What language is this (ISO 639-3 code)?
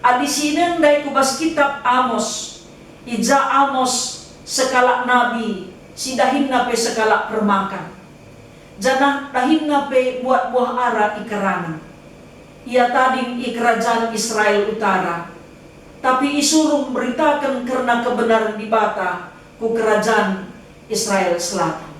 btx